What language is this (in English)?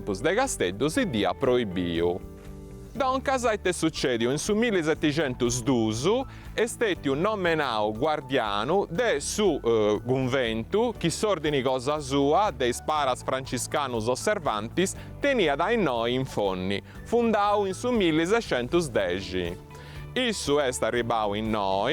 Sardinian